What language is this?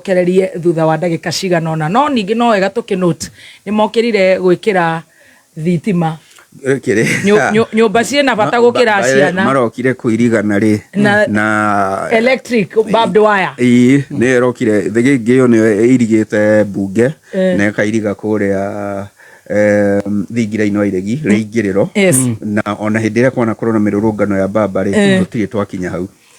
Kikuyu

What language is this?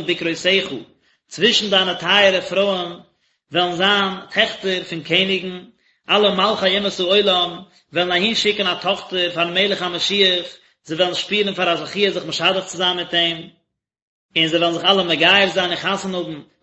Yiddish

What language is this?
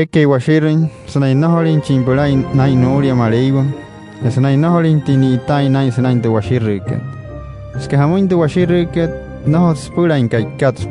Wayuu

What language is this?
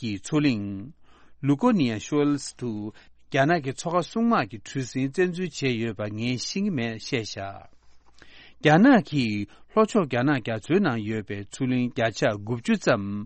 Tibetan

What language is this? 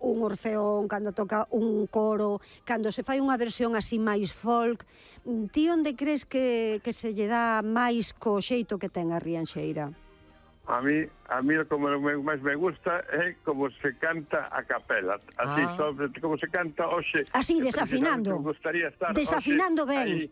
Galician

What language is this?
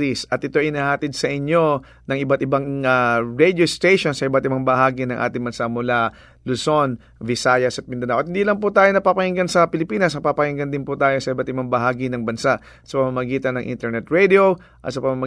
Filipino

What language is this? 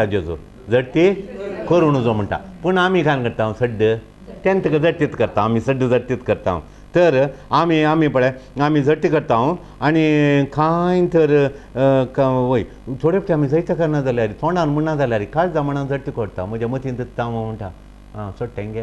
Konkani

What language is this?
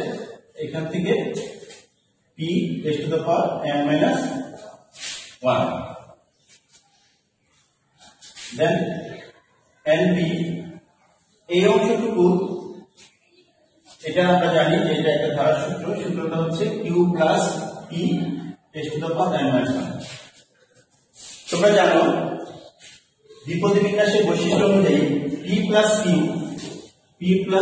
Bangla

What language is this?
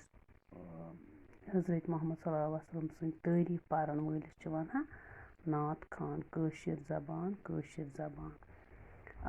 Kashmiri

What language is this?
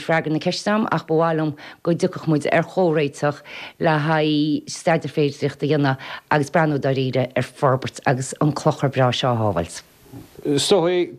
Irish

